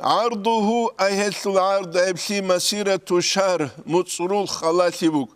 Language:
Avaric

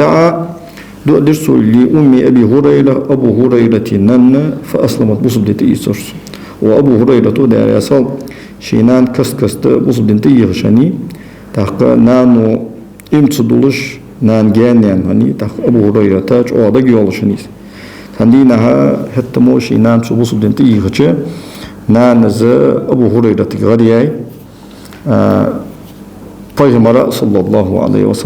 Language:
Ingush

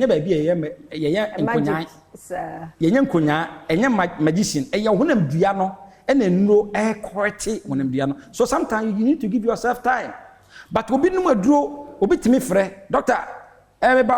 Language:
Akan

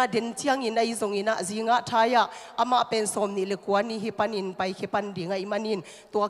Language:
Tedim Chin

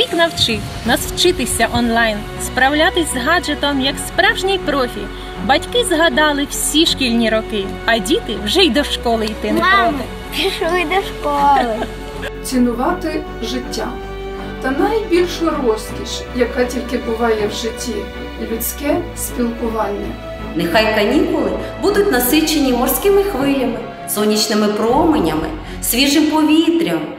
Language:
Ukrainian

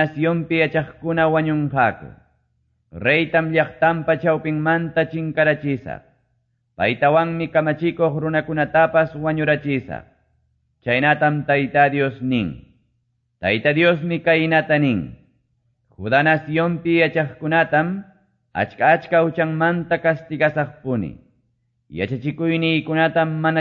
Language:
Quechua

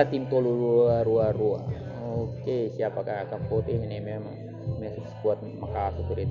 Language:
Tetum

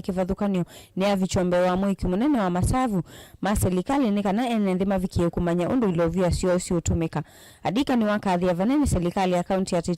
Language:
Kamba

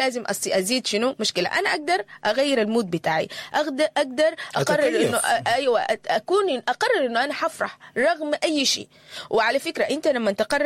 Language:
Sudanese Arabic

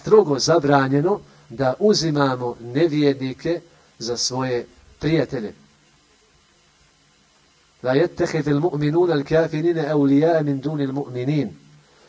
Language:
Bosnian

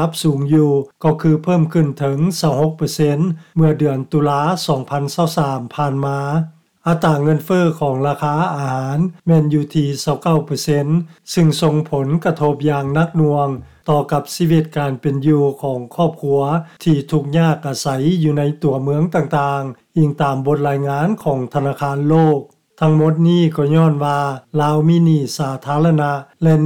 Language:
Lao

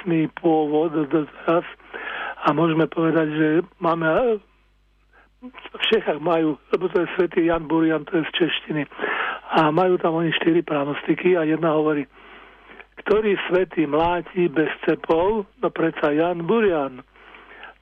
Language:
Slovak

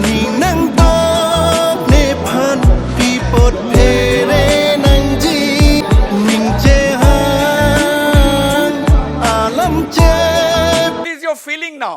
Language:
Karbi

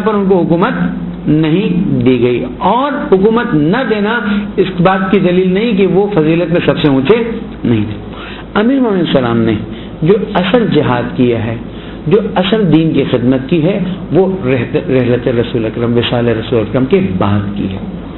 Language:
Urdu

